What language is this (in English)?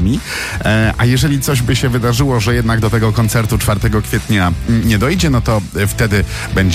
Polish